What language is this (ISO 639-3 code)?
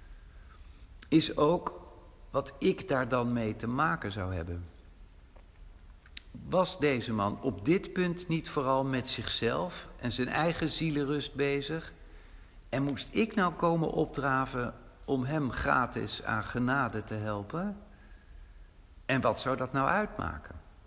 nld